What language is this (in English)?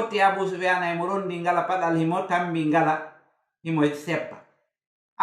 Fula